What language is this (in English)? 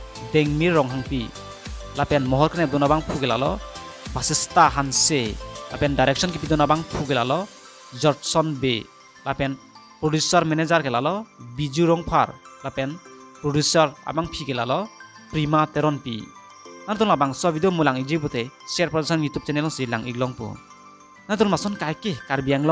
Karbi